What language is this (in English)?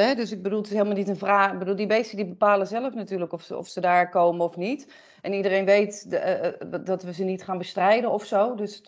Dutch